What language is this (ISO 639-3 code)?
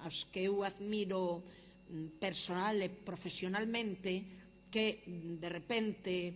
glg